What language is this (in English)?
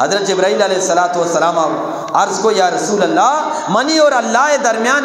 Eastern Balochi